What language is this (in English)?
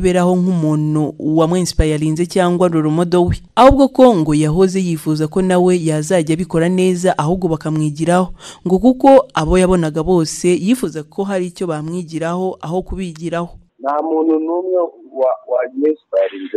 Kinyarwanda